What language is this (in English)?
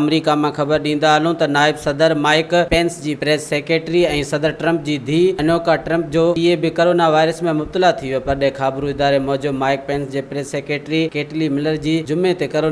Sindhi